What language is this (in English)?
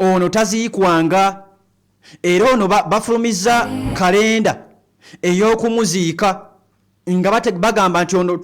Ganda